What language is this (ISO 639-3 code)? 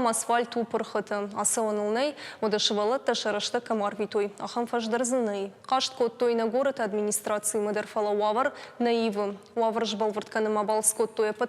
oss